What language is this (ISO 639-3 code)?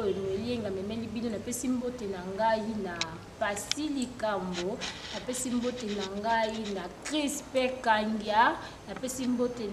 lin